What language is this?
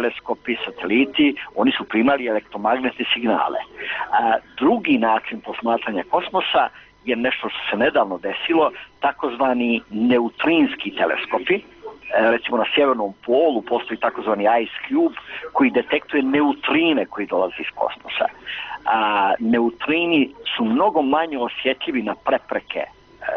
Bosnian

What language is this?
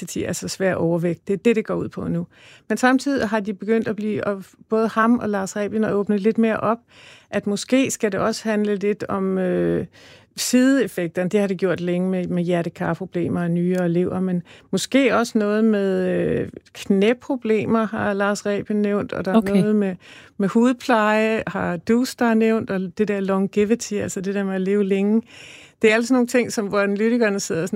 Danish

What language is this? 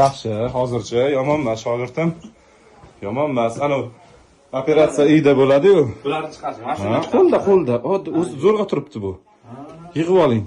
Uzbek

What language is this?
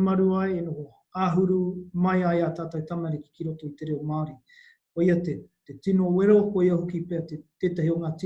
Māori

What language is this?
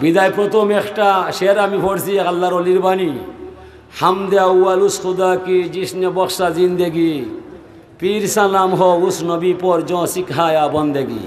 Sylheti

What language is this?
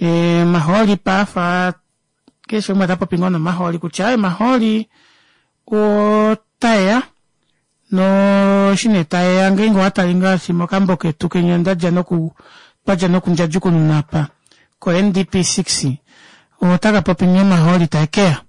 Kuanyama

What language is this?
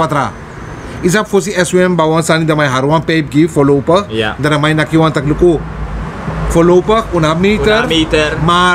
Sranan Tongo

